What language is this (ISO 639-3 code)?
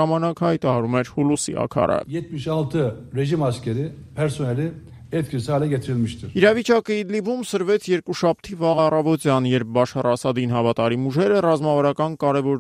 hye